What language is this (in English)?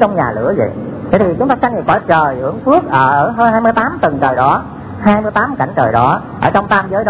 Vietnamese